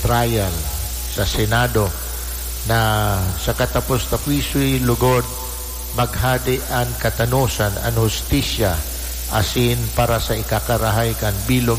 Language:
Bikol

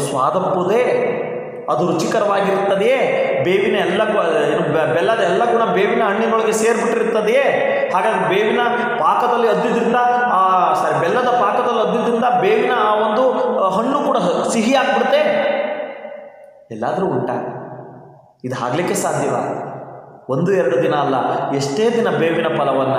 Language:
Kannada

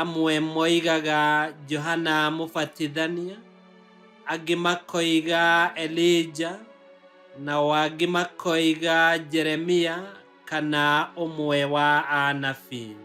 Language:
Kikuyu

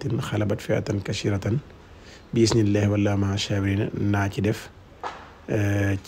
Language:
Wolof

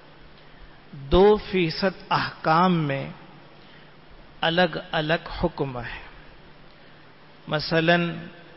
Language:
Urdu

